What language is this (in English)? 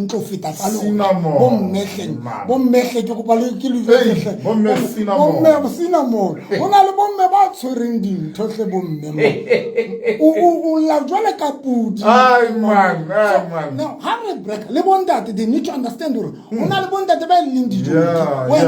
Southern Sotho